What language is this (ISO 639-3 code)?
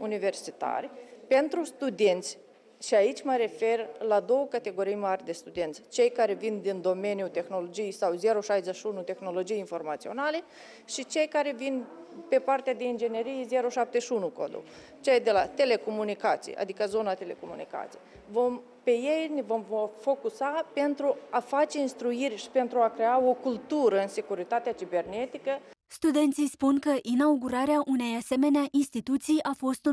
ron